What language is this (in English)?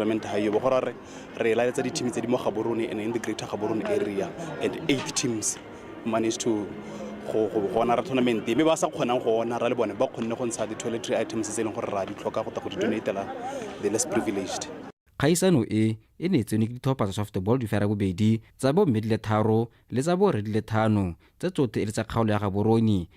Tswana